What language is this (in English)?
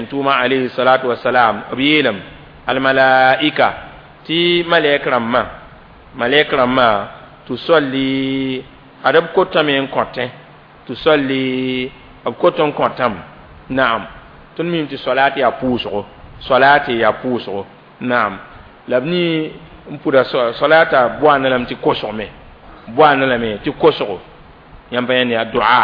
Mossi